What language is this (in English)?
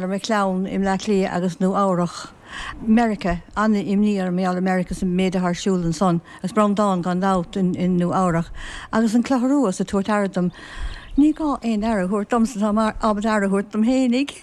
Irish